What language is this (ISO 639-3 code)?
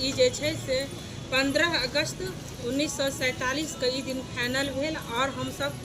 mai